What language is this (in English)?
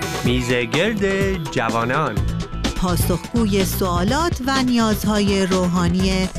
Persian